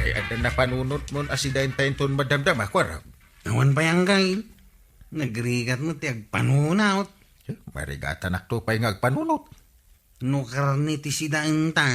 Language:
Iloko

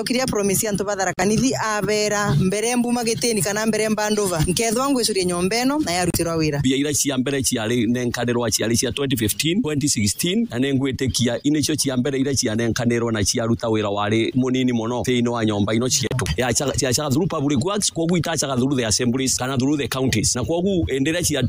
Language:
Meru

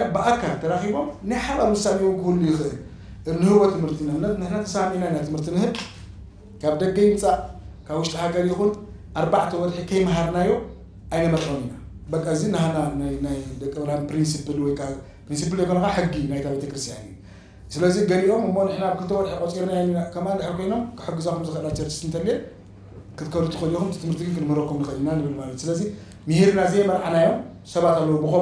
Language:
Tigrinya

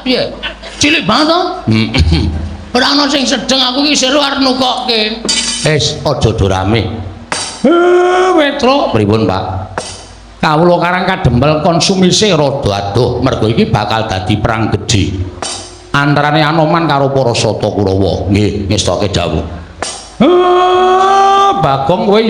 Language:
Javanese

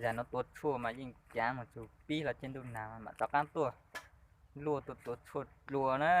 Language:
Hmong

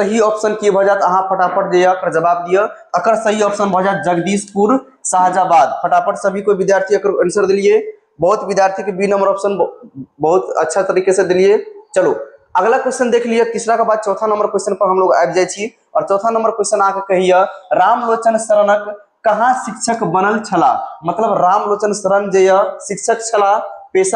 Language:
Maithili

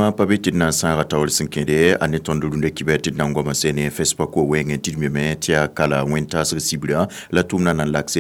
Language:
Mossi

